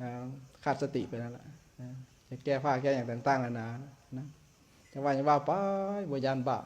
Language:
Lao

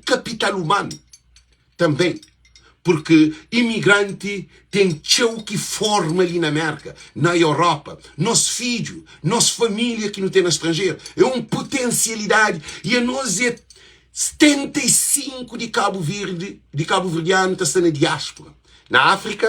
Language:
Kabuverdianu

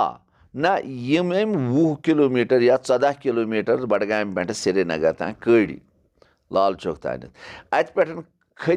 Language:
Kashmiri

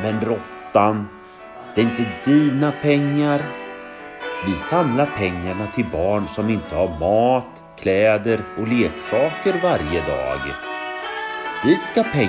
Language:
Swedish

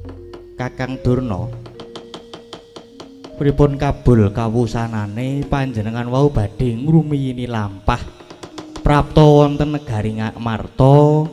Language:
Javanese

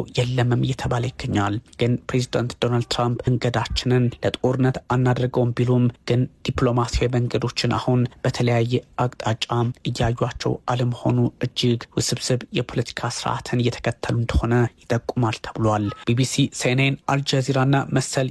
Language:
Amharic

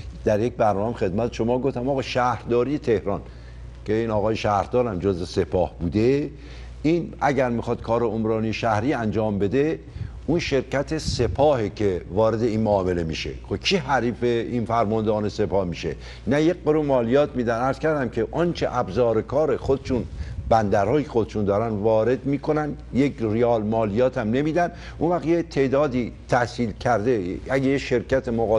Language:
Persian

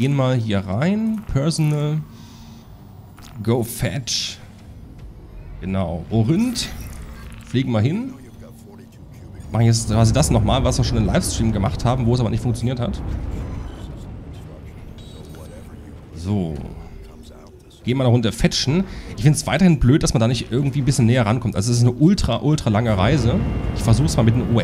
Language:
German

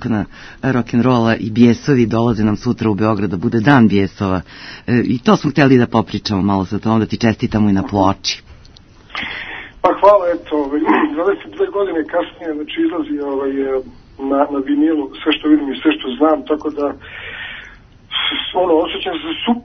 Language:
Serbian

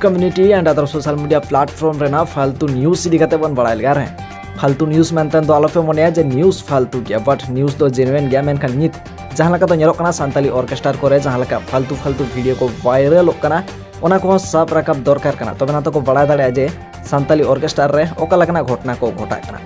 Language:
Santali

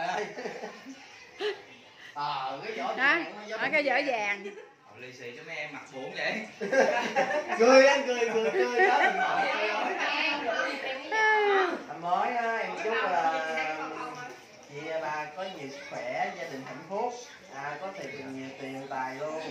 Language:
Vietnamese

